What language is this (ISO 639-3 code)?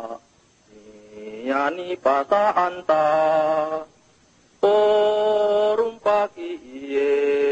kal